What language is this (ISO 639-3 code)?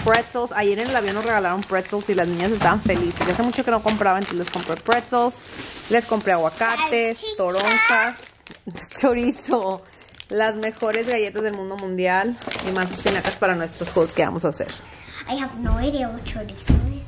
spa